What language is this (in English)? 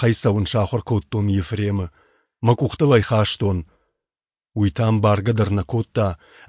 Ossetic